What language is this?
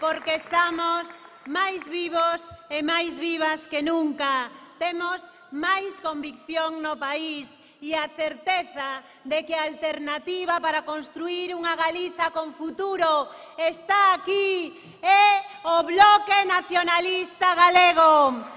Galician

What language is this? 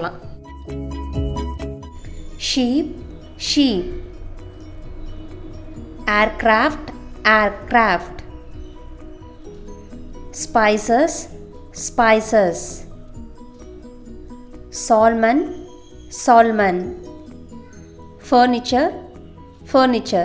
Tamil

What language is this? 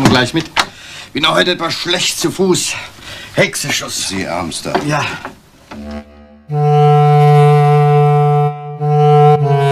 German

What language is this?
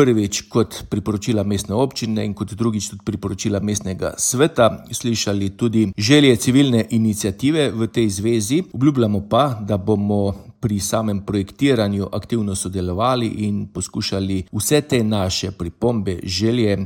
Slovenian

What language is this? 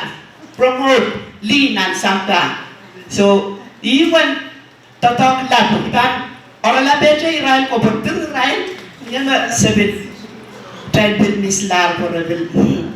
Pohnpeian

